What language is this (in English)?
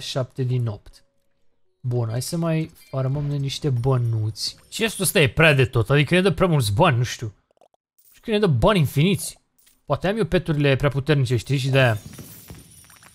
Romanian